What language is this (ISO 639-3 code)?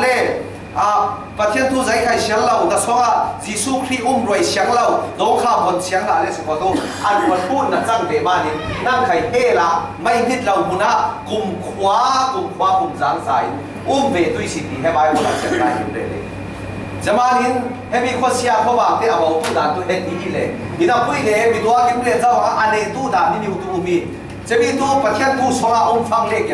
cfm